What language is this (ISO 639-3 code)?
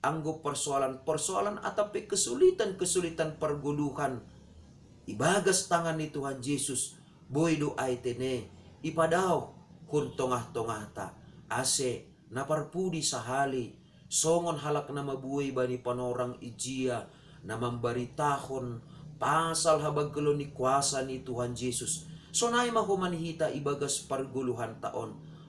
bts